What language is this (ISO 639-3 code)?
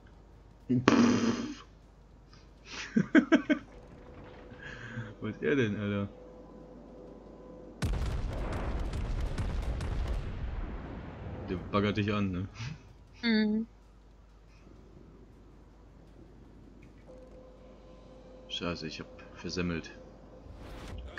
deu